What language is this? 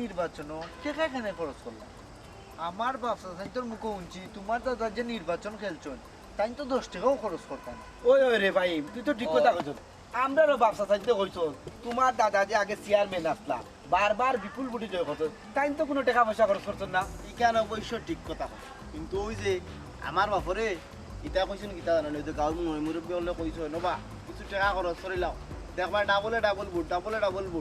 Sylheti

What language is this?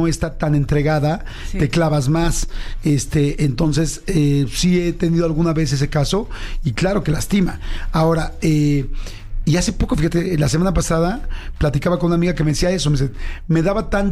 Spanish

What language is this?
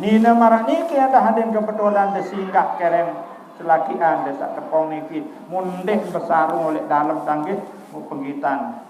Sasak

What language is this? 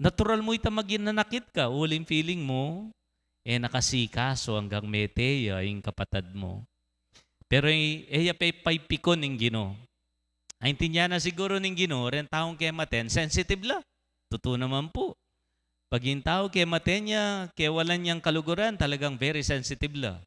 Pampanga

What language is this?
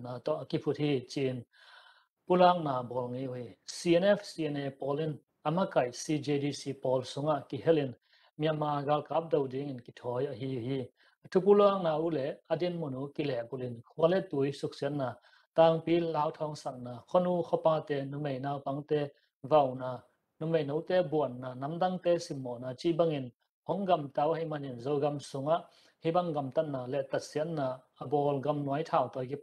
Tedim Chin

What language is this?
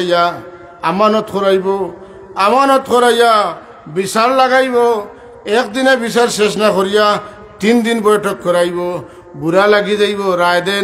Sylheti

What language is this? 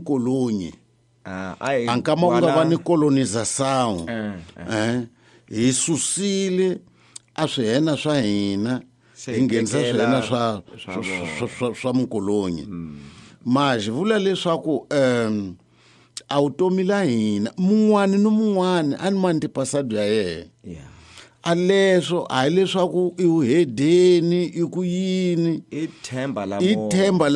Tsonga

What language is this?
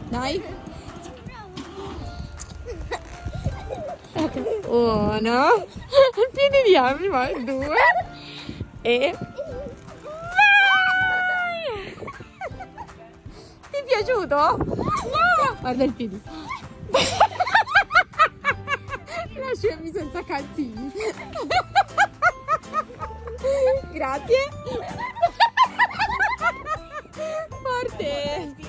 Italian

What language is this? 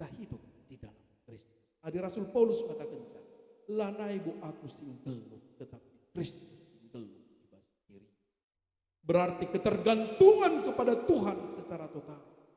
Batak Karo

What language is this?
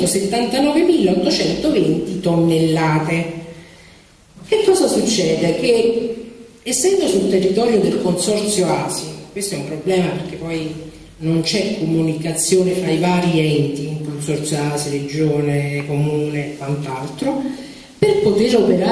Italian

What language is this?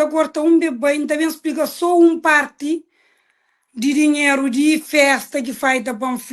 Kabuverdianu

